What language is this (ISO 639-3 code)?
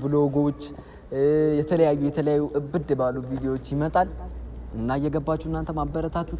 amh